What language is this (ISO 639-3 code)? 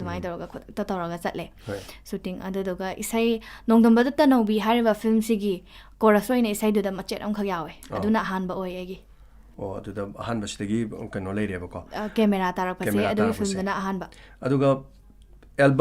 mni